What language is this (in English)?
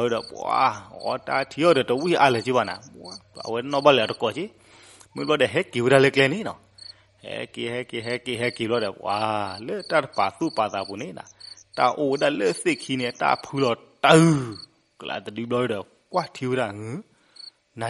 S'gaw Karen